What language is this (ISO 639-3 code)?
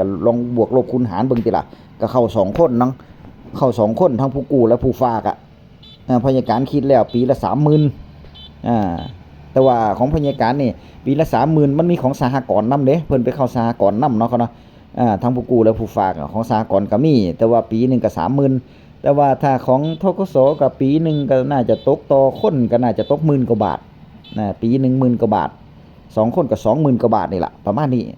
tts